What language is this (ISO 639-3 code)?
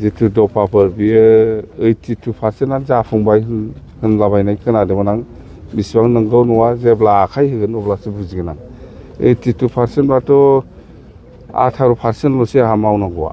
brx